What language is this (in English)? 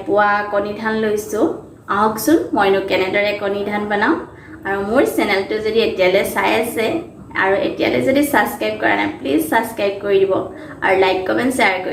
Assamese